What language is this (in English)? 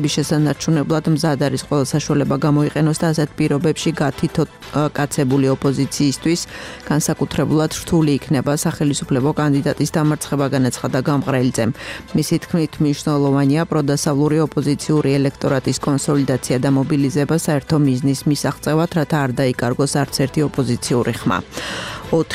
Georgian